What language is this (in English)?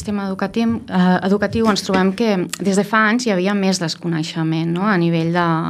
Catalan